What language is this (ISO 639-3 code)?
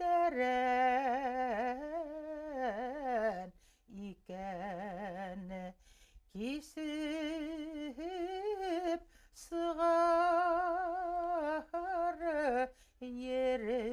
bak